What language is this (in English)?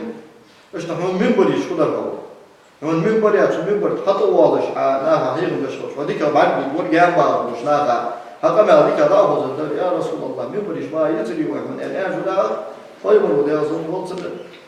Ingush